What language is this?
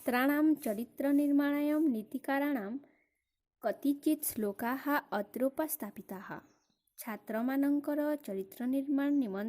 Odia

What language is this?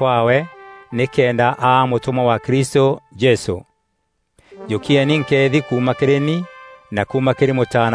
Meru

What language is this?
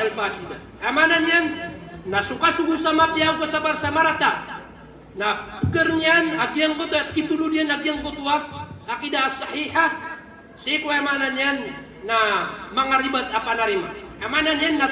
Maranao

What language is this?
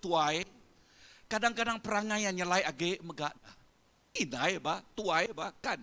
Iban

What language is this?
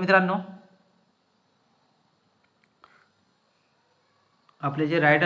Marathi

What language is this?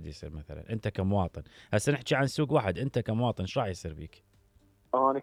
Mesopotamian Arabic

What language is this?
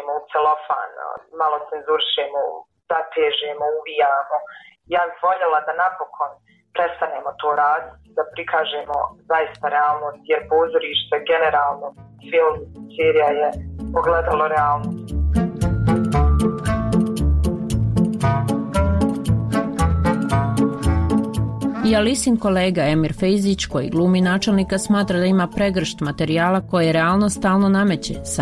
Bosnian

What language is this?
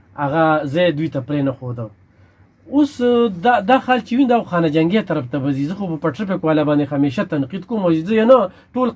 Pashto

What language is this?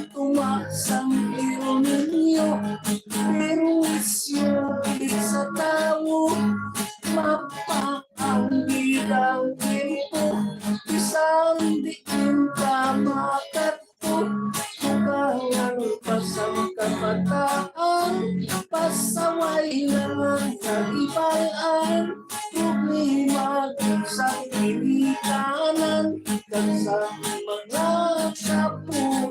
Hiligaynon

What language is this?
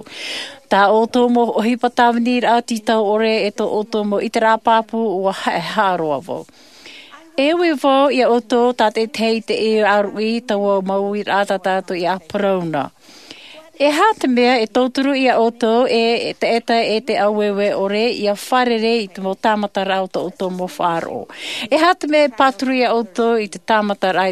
Tahitian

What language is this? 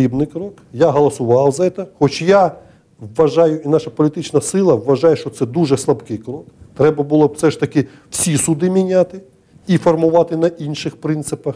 Ukrainian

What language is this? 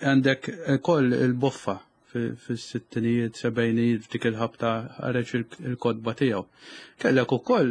Maltese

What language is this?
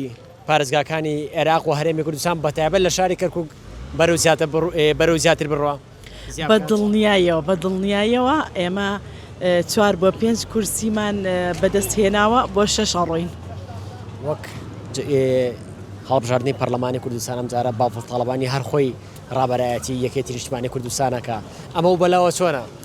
Central Kurdish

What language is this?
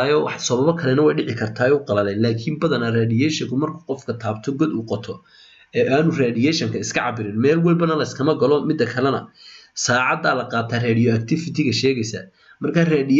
Somali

